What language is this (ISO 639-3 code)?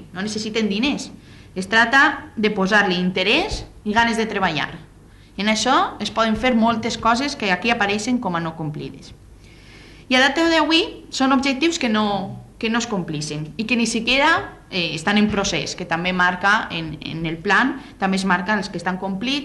cat